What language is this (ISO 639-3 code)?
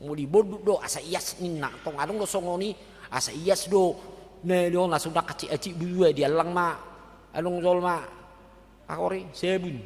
bbc